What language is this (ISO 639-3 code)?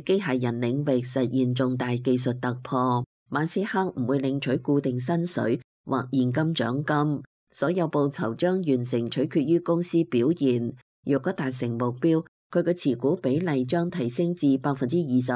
yue